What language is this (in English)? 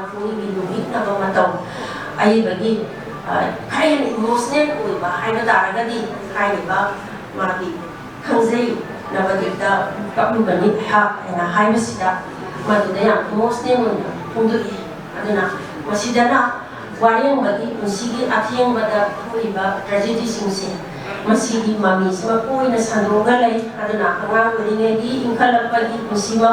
Manipuri